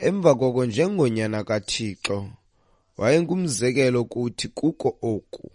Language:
Xhosa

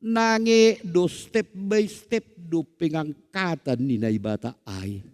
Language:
Batak Simalungun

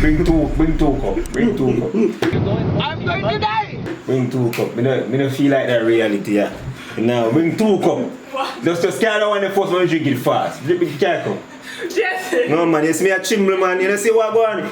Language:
Jamaican Creole English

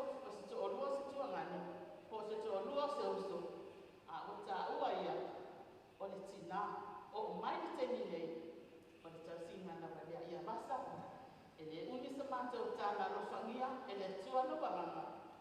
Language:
Samoan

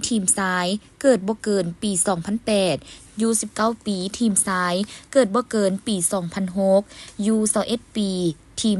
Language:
Lao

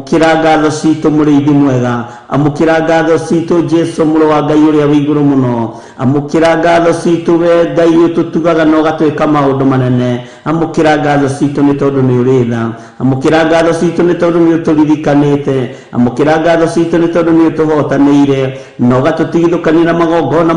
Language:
Kikuyu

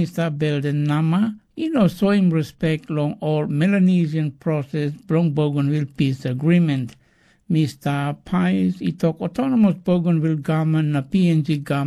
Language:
Tok Pisin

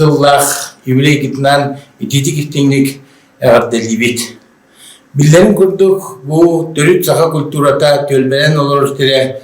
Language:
Yakut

